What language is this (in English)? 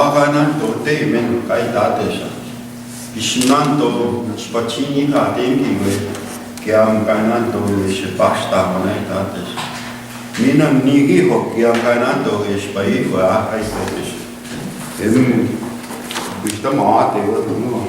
Plains Cree